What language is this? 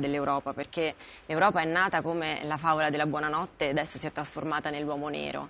Italian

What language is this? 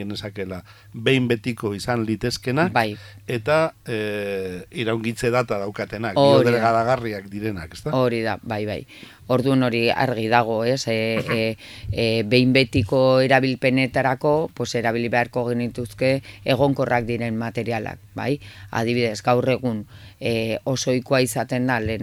Basque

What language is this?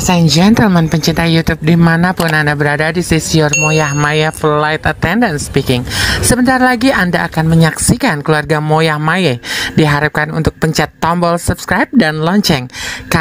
Betawi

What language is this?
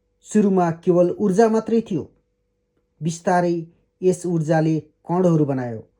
Nepali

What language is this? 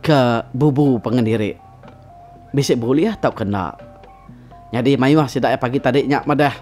Iban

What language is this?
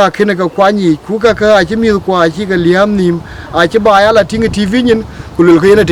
Dinka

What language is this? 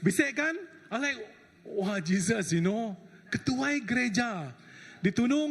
Iban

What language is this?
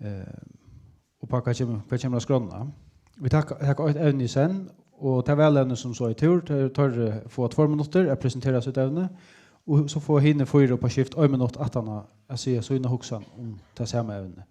Faroese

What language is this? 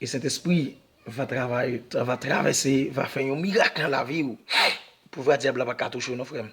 Haitian Creole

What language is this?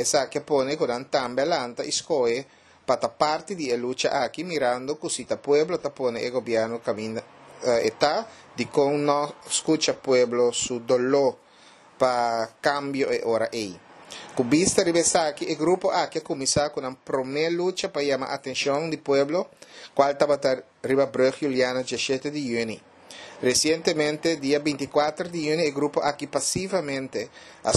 Papiamento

